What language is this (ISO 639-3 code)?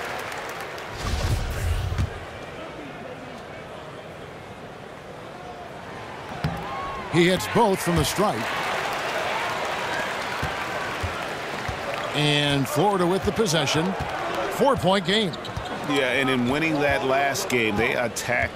eng